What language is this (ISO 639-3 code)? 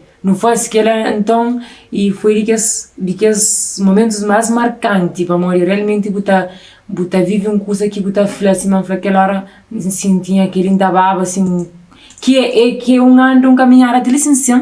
kea